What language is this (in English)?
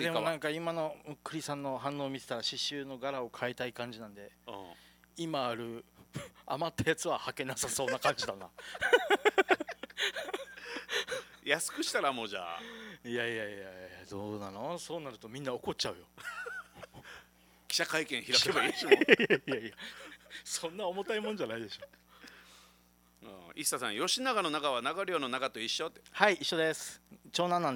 Japanese